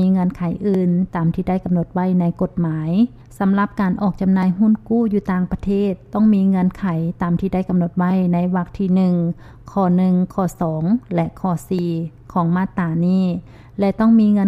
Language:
Lao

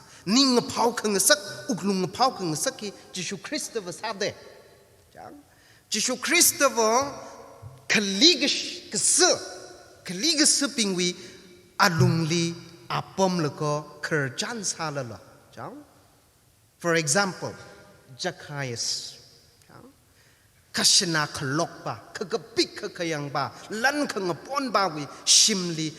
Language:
Tangkhul Naga (India)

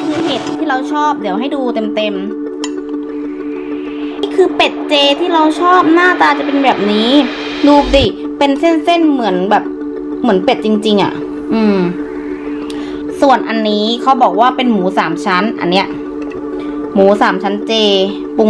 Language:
Thai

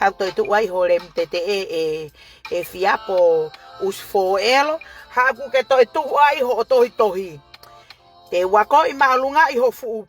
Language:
Tongan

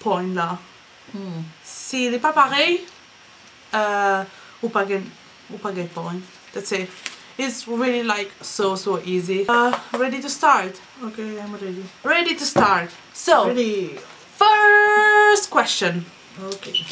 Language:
Morisyen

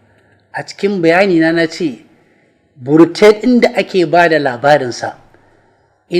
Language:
Hausa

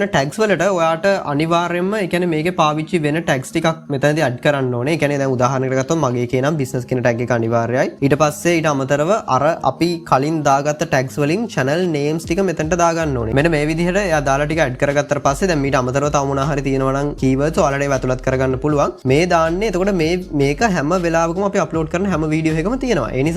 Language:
Sinhala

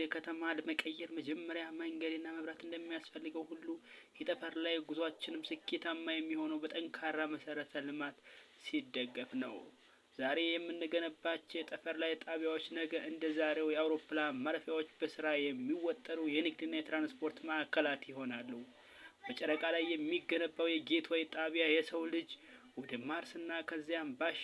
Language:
Amharic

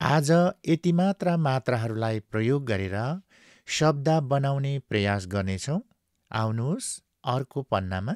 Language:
Nepali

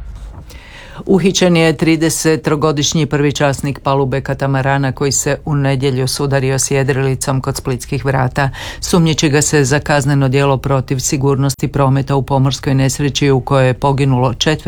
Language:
Croatian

